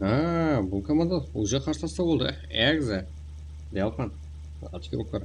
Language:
Kara-Kalpak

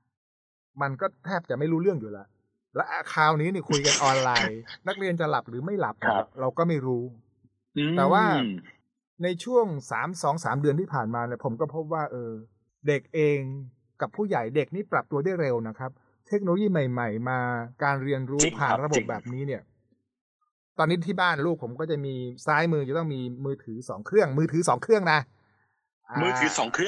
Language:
Thai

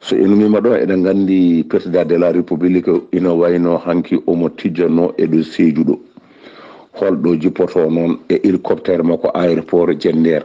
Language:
Fula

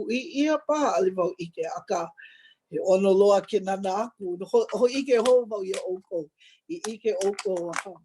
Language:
Hawaiian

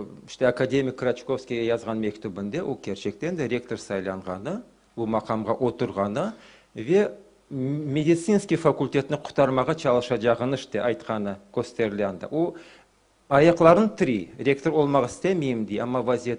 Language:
Crimean Tatar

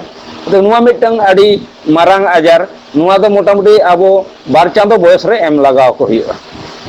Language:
Santali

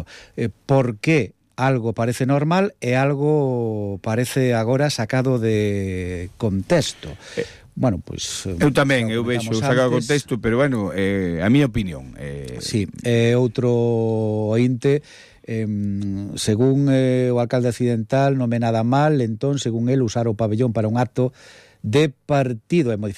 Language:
Galician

